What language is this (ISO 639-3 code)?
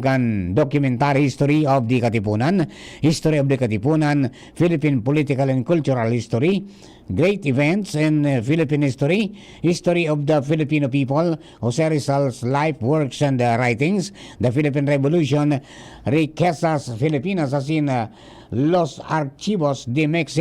bik